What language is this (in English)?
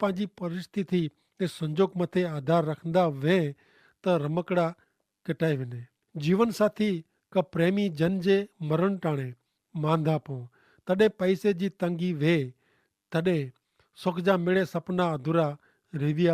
Kachhi